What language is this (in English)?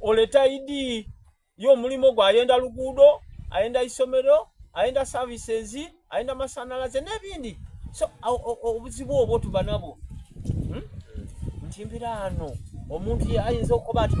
Soga